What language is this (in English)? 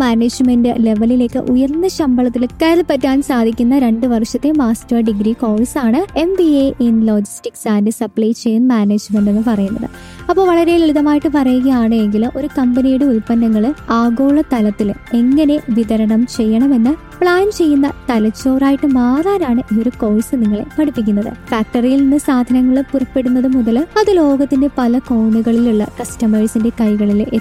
Malayalam